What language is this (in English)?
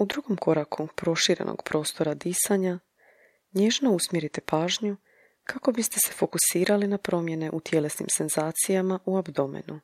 Croatian